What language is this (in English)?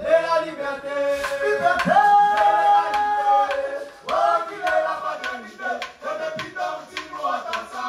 Réunion Creole French